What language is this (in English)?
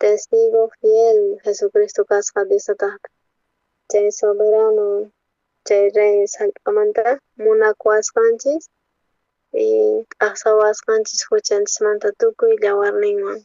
South Bolivian Quechua